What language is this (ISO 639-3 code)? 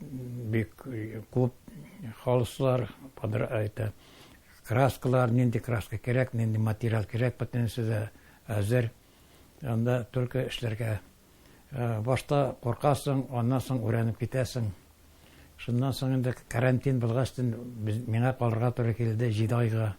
tat